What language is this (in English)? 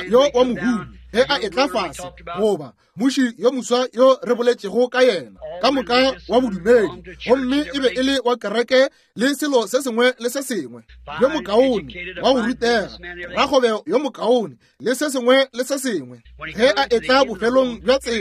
Northern Sotho